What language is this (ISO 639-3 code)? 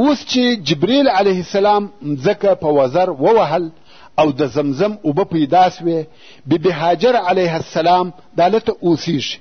pus